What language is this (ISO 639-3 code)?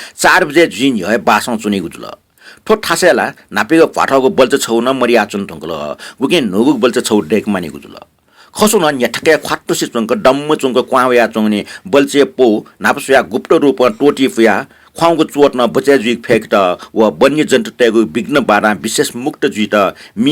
new